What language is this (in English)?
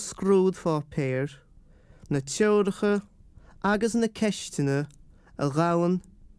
Irish